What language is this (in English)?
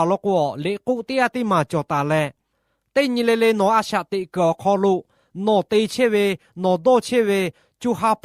Lahu